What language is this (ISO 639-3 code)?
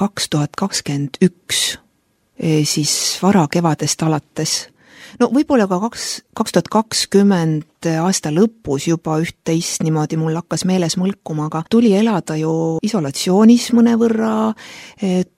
est